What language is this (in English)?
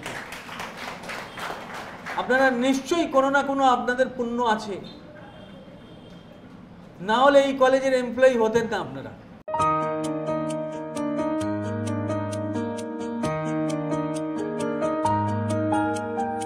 Bangla